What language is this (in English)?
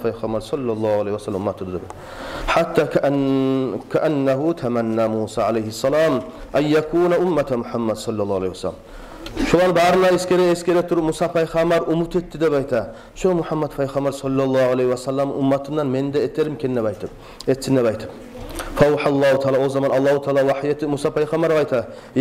Kumyk